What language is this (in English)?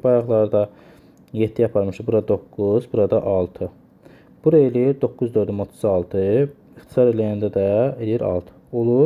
Azerbaijani